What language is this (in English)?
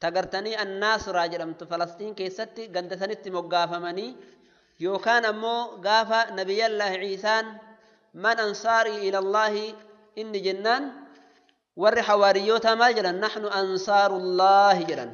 Oromo